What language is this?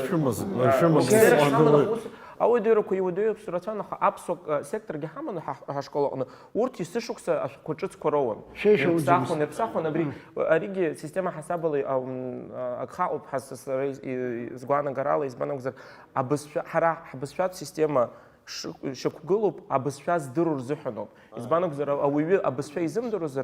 Abkhazian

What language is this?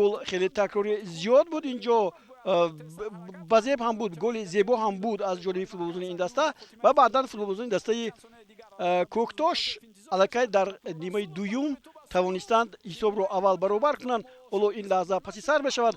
Tajik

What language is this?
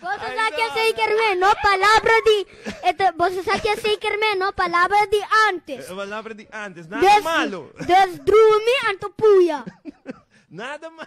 Papiamento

